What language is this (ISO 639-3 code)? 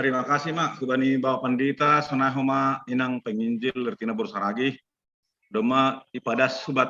bts